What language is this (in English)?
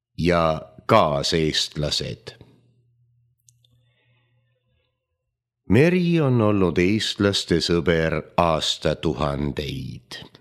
Estonian